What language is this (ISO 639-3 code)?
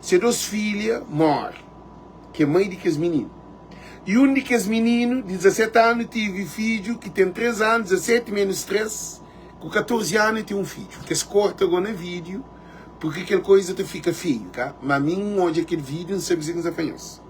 kea